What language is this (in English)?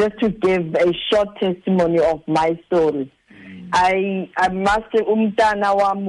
Xhosa